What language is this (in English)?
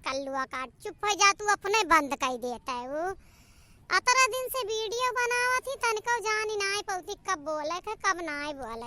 Awadhi